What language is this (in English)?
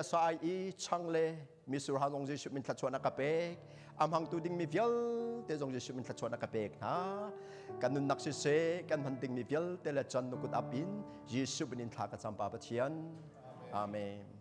Hakha Chin